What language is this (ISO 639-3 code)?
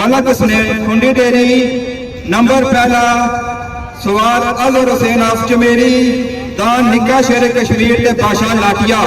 phr